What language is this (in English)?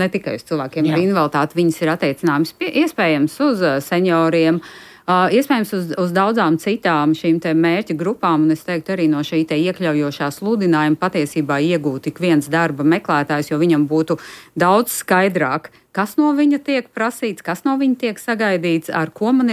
Latvian